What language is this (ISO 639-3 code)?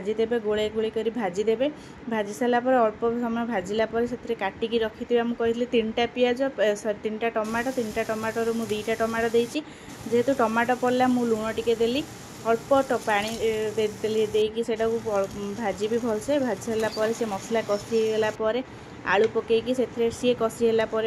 ori